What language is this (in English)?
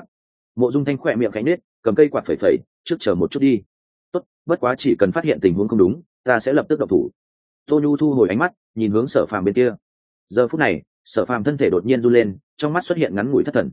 Vietnamese